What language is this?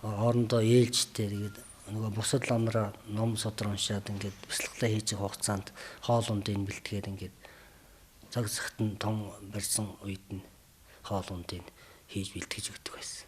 Mongolian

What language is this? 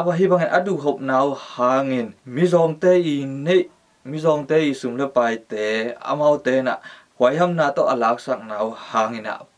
Tedim Chin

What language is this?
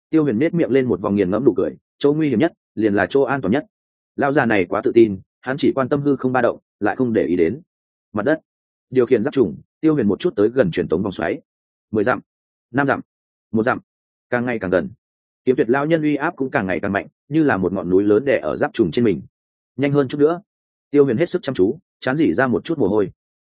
Vietnamese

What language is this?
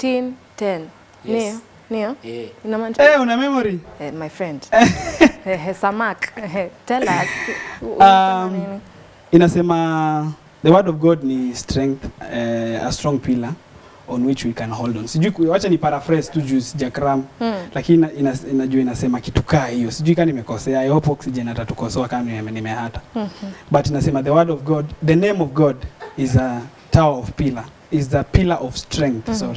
Swahili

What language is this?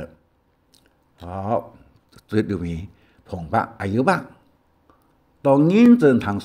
Hakka Chinese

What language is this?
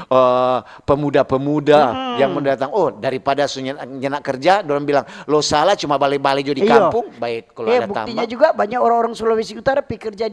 Manado Malay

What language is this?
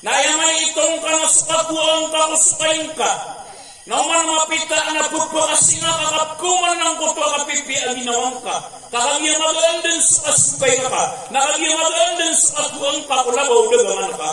Maranao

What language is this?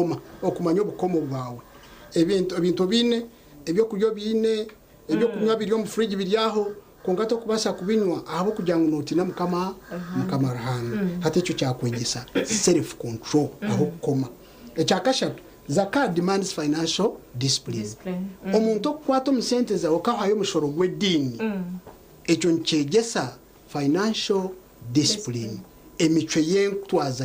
Nyankole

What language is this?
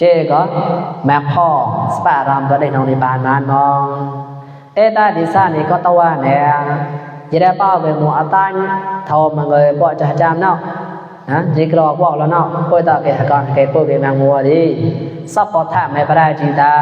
Mon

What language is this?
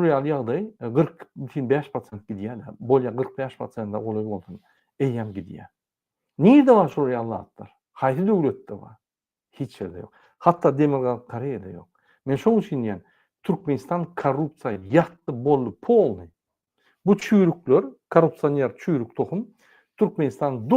Turkmen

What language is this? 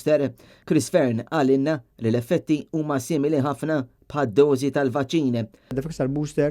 Maltese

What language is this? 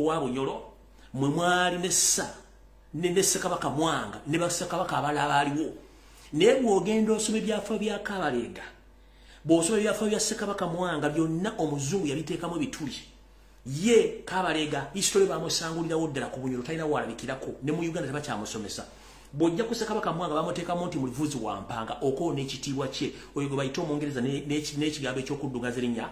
Ganda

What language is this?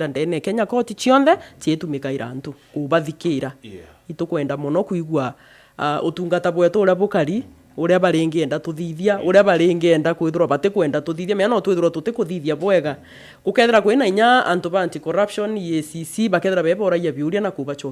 Meru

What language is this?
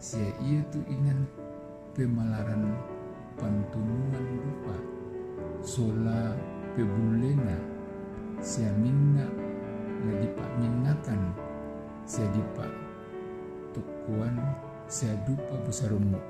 Toraja-Sa'dan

